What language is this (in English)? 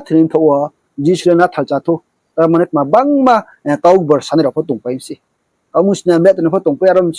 Riang (India)